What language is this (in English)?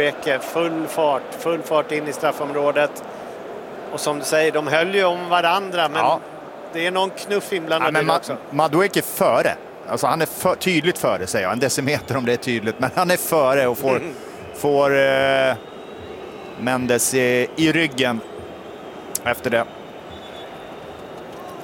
Swedish